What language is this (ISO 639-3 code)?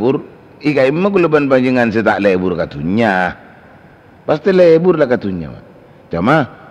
mad